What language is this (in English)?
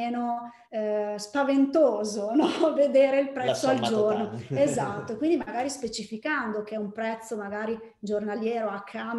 Italian